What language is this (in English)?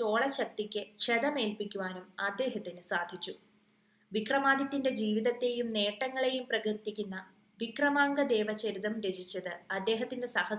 Malayalam